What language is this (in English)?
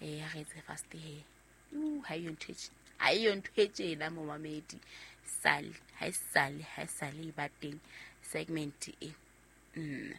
Southern Sotho